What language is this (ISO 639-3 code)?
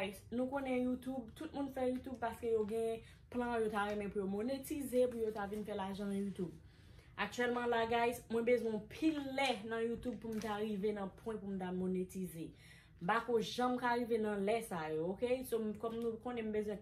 hat